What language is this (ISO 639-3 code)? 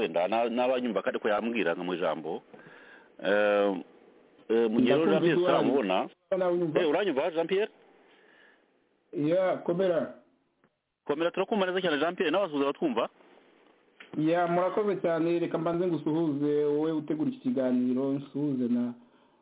kin